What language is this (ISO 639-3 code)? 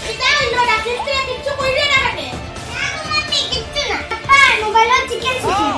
syl